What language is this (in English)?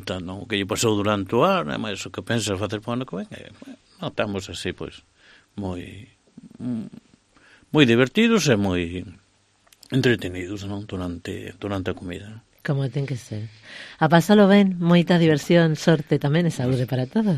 Galician